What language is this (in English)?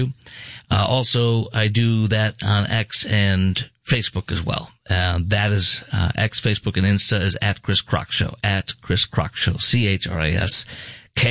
English